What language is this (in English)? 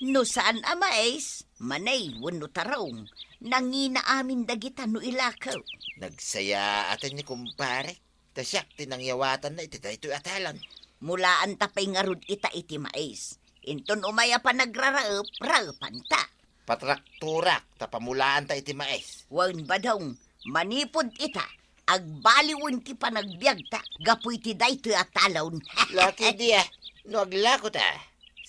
Iloko